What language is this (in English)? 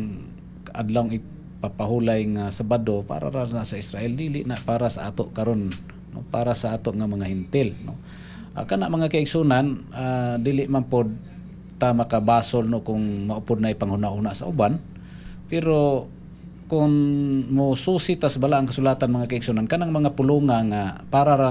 Cebuano